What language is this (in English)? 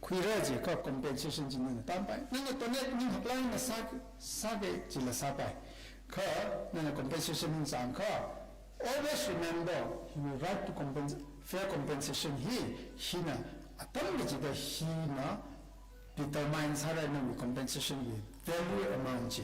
Tangkhul Naga (India)